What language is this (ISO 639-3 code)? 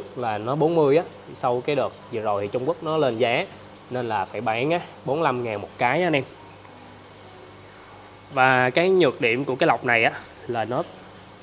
vie